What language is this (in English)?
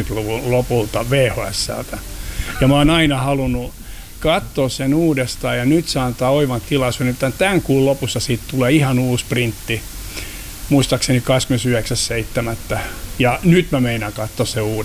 Finnish